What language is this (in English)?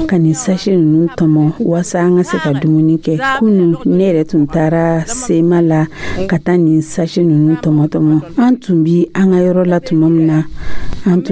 Dyula